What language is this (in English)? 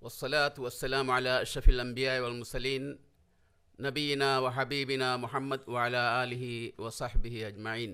Divehi